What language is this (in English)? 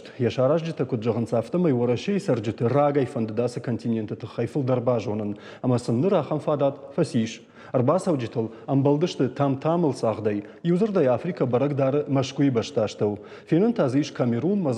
Ossetic